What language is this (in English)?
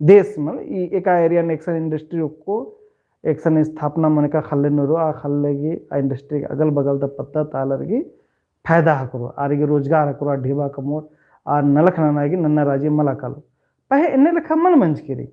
Kurukh